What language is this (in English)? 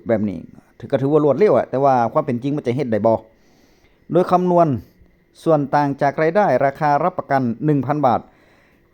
Northeastern Thai